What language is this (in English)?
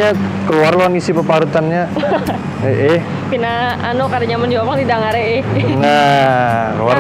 Banjar